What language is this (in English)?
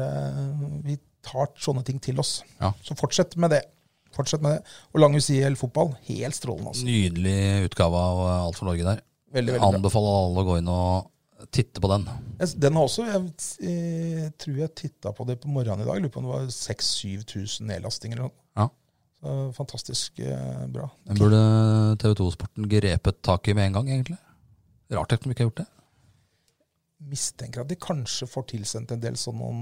Norwegian